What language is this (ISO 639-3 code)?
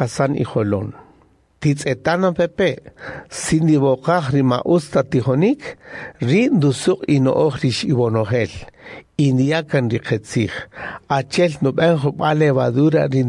cak